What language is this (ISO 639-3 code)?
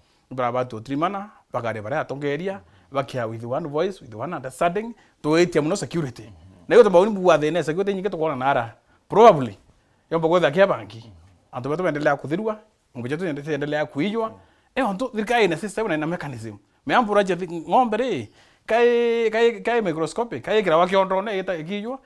mer